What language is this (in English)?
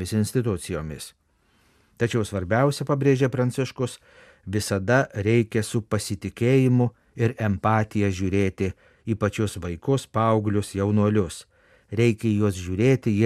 Lithuanian